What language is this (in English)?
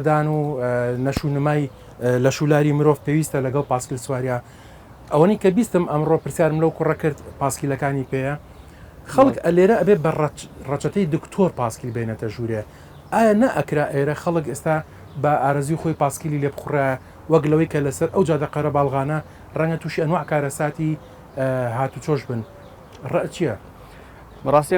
Central Kurdish